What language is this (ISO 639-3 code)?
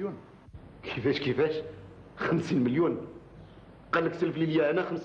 arq